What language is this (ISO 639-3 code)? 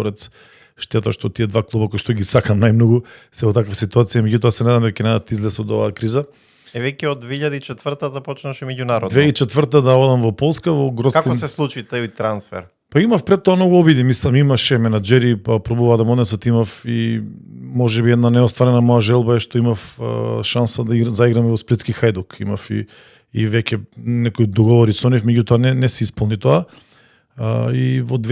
mkd